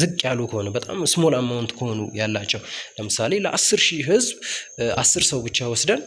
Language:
Amharic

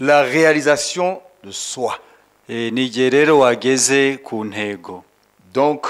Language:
Kinyarwanda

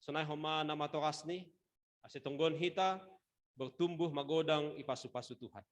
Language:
Batak Simalungun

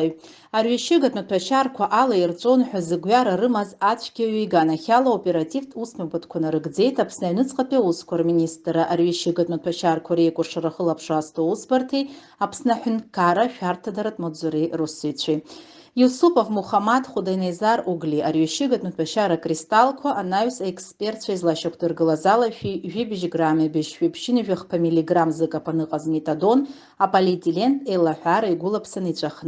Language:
Abkhazian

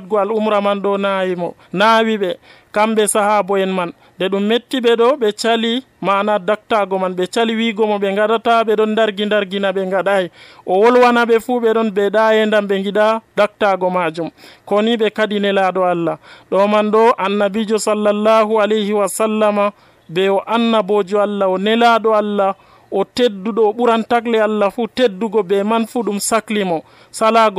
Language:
Nigerian Fulfulde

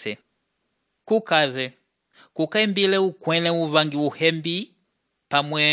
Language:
Umbundu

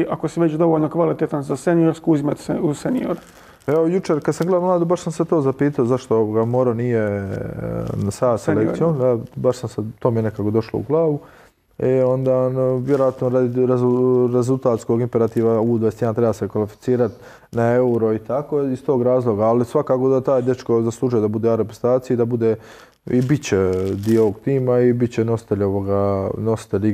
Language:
Croatian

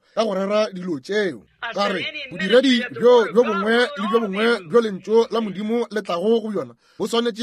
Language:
Northern Sotho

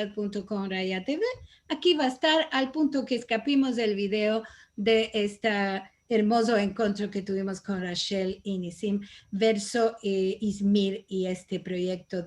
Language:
Ladino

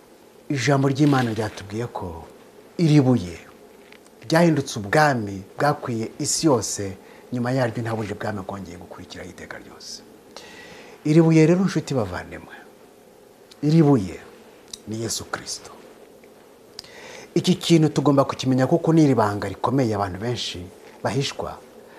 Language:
Kinyarwanda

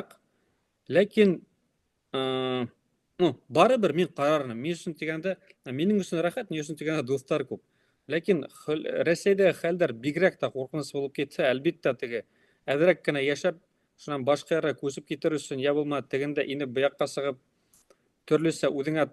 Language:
Bashkir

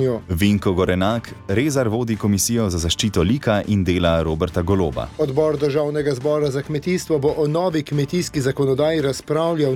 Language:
Slovenian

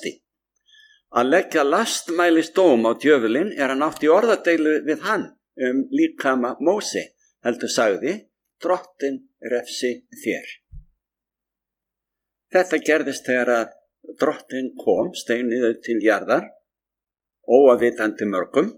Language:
Icelandic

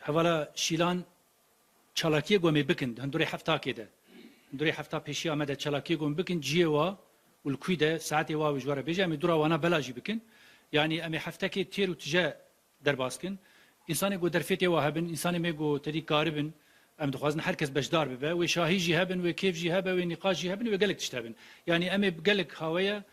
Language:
Kurdish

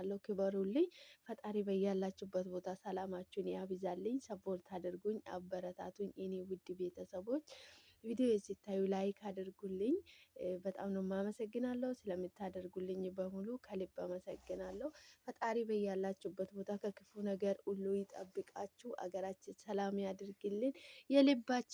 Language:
Amharic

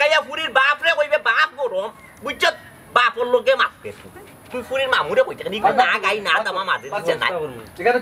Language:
Sylheti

